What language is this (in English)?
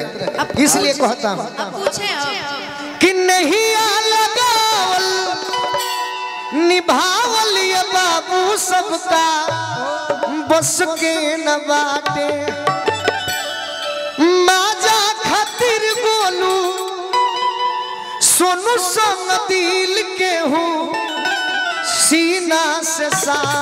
Bhojpuri